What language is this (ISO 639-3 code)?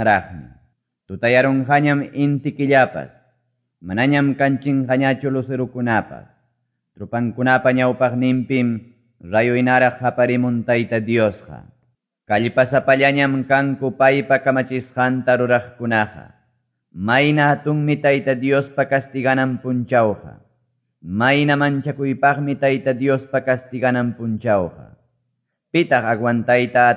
que